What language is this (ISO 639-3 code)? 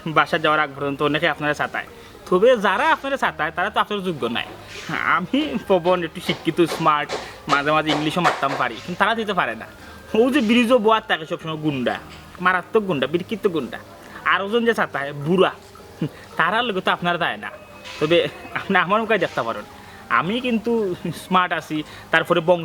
syl